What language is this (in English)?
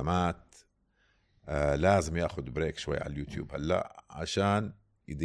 North Levantine Arabic